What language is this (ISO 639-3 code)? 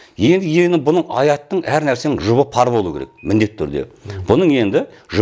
kaz